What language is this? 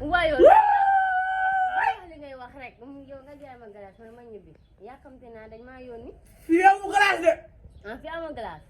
Wolof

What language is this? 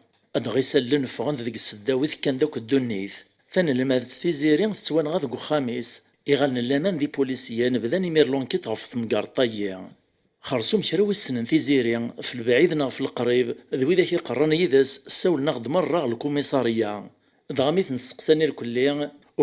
Kabyle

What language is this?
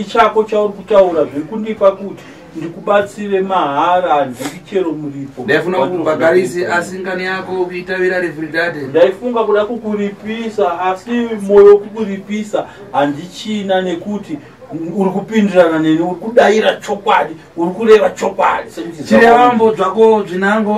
Shona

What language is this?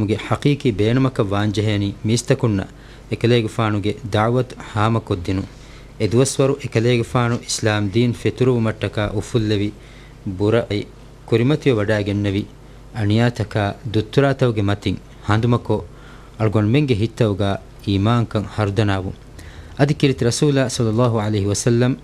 Divehi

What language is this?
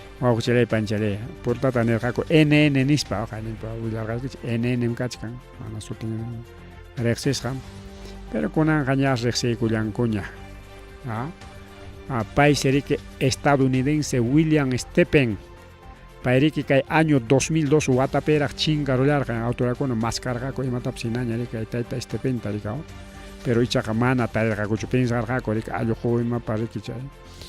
Ayacucho Quechua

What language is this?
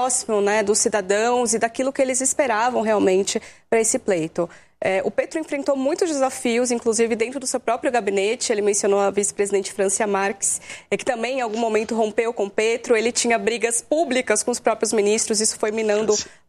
Portuguese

